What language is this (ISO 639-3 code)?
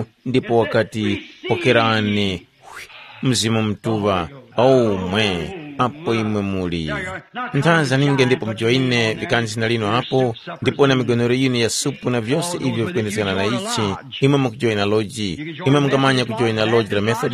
tum